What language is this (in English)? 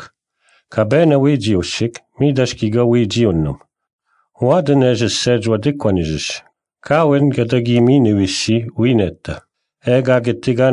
Breton